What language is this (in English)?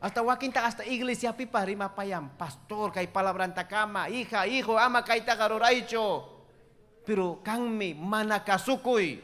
Ayacucho Quechua